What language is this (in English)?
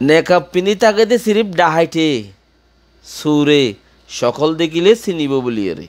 Rohingya